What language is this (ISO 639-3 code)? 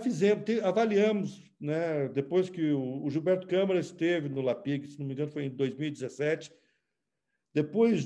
por